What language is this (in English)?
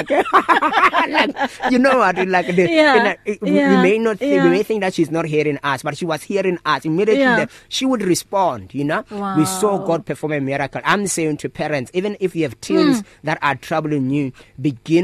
English